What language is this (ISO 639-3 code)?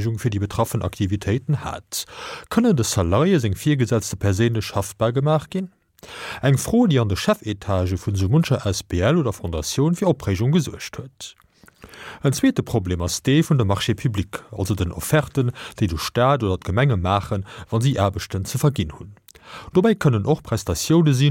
ltz